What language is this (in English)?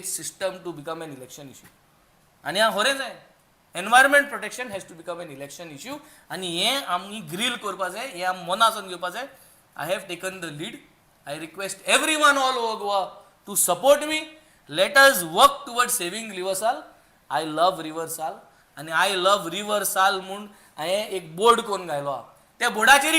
Konkani